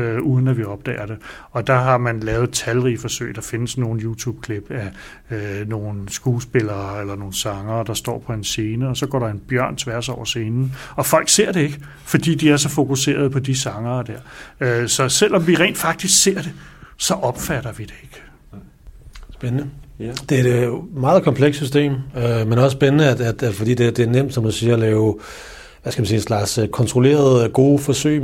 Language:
Danish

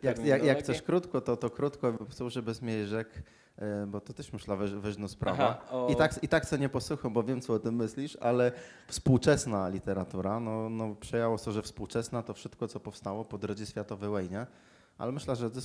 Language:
Kashubian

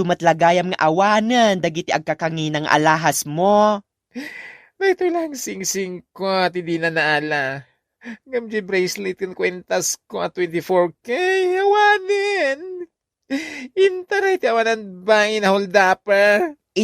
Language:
Iloko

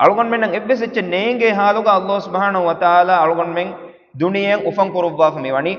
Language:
Divehi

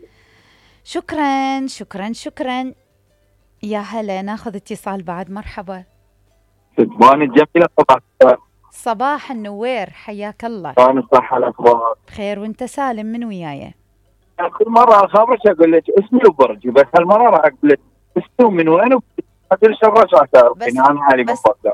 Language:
Mesopotamian Arabic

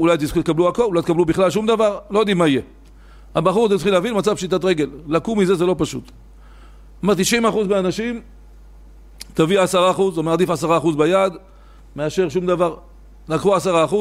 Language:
Hebrew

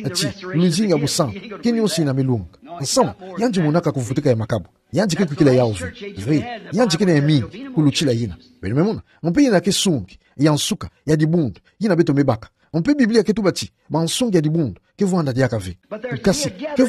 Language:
Kituba (Democratic Republic of Congo)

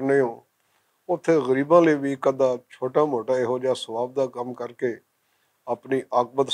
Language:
Western Panjabi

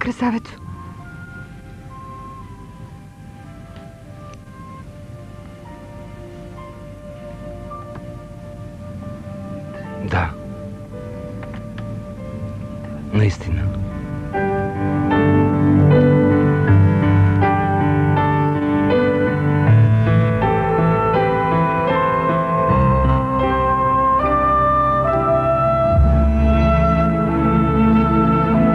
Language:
Bulgarian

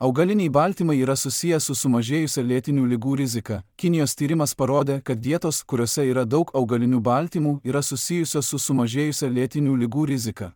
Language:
Lithuanian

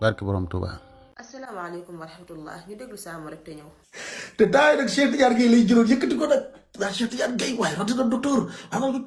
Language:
Wolof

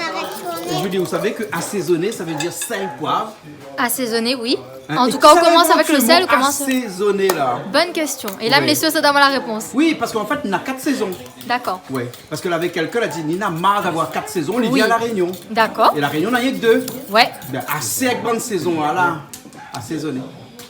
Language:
Réunion Creole French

